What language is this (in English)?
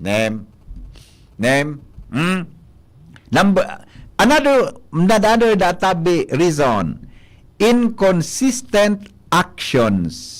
Bikol